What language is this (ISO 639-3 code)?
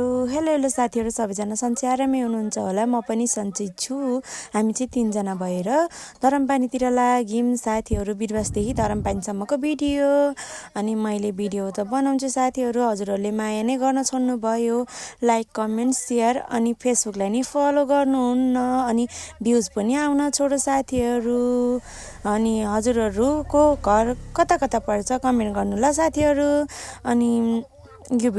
nep